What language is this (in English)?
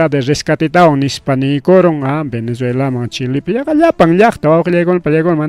Ayacucho Quechua